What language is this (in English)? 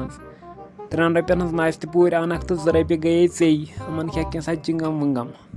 Kashmiri